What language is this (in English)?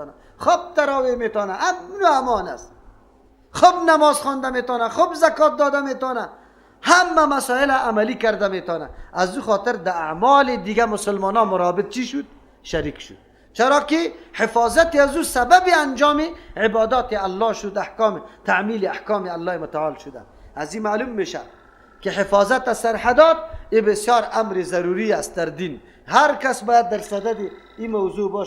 Persian